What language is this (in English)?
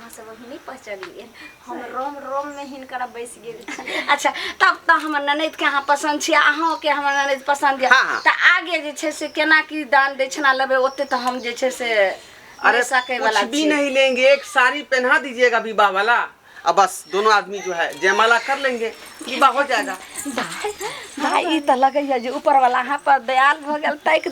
Maithili